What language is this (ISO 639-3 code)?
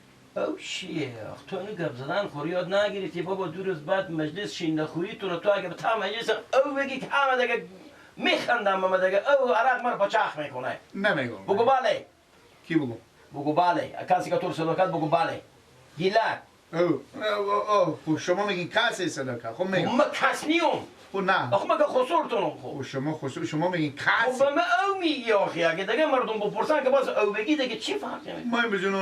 fas